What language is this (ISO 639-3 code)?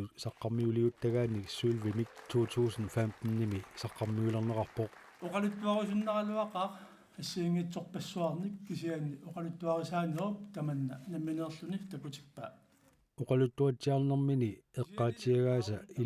kal